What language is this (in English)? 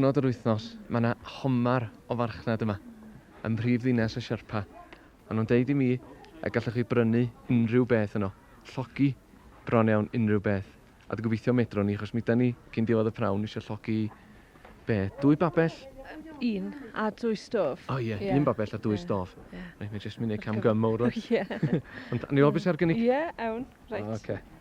Welsh